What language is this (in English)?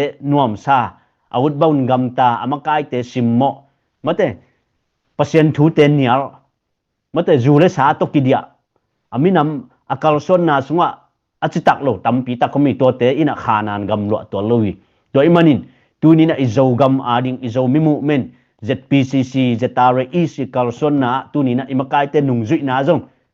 Tedim Chin